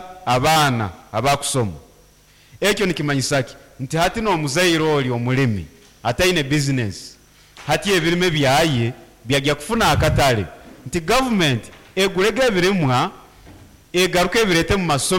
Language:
Nyankole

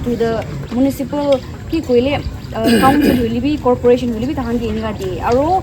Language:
Naga Pidgin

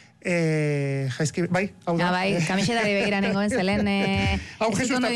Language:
Basque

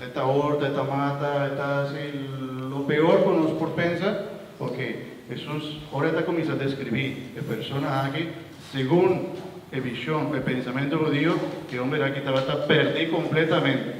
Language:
Papiamento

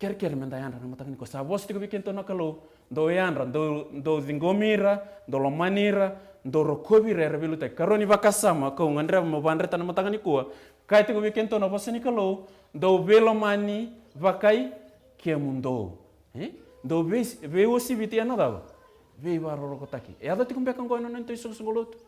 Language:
Fijian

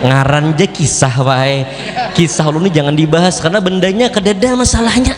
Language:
Banjar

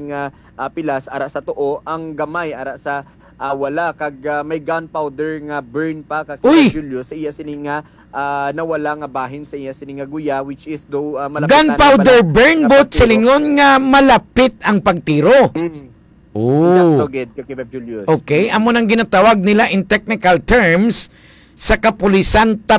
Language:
Hiligaynon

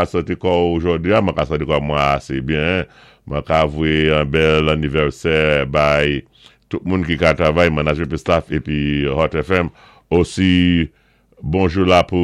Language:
Saint Lucian Creole French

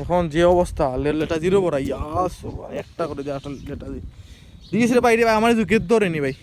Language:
Sylheti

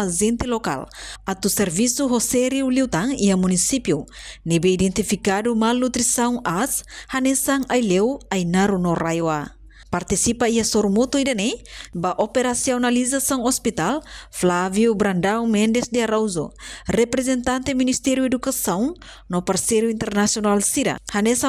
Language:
Tetum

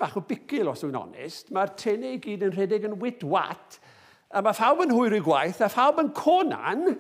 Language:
Welsh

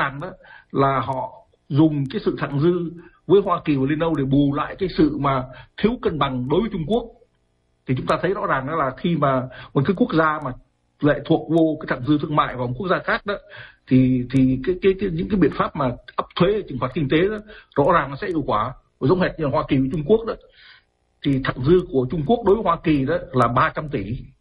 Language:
Vietnamese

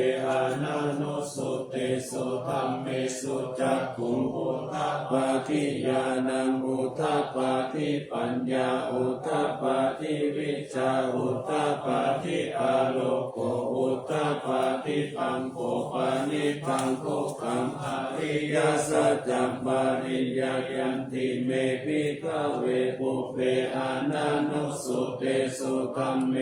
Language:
Pali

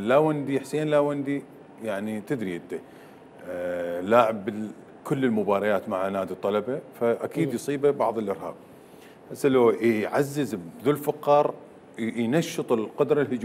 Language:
Mesopotamian Arabic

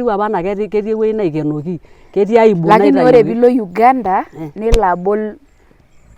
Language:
Masai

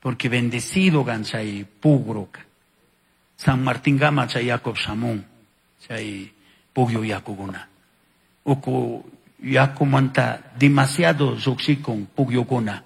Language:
Chimborazo Highland Quichua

